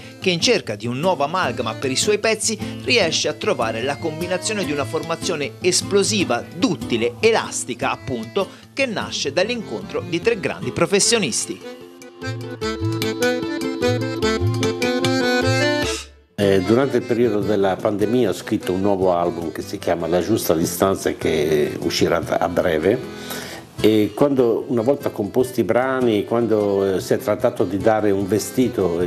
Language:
Italian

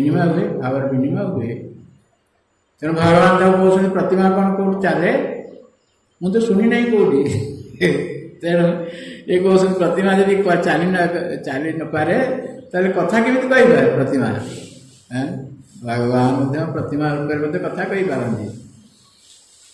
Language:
Odia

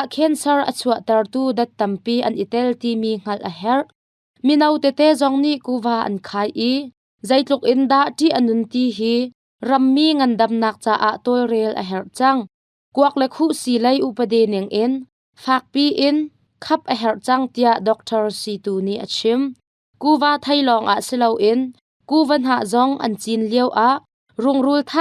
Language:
Hakha Chin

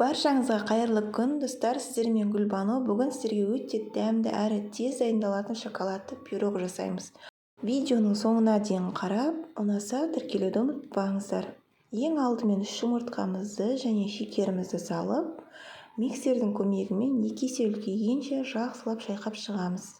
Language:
Kazakh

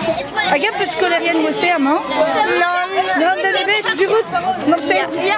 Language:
Breton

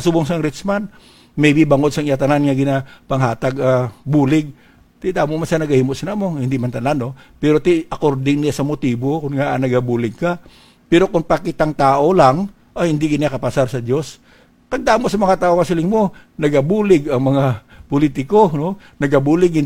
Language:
Hiligaynon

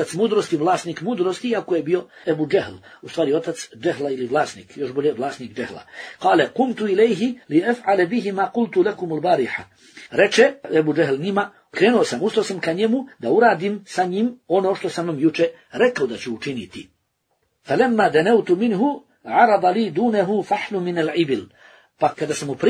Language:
Bosnian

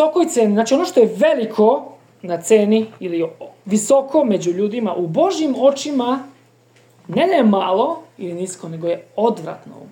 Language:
Serbian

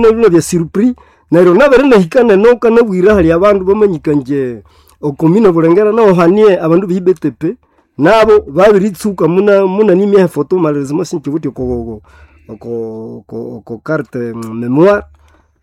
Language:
Nande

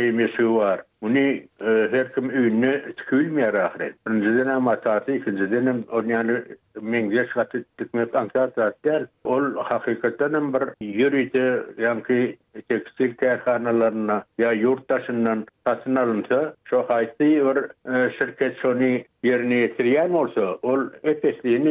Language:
Turkmen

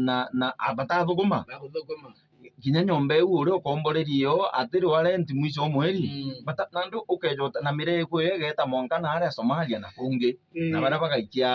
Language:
Meru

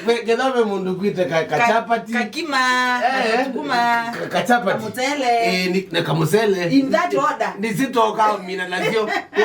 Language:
Kamba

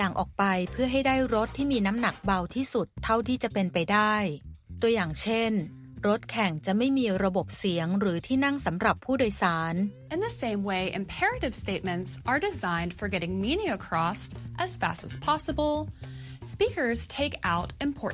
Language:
Thai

